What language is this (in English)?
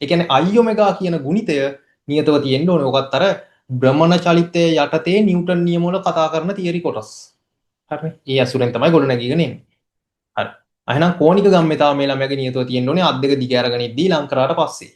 Sinhala